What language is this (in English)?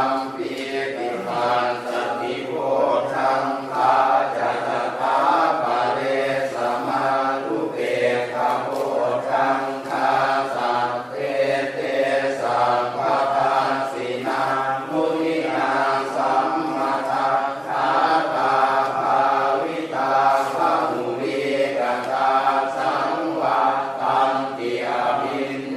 Pali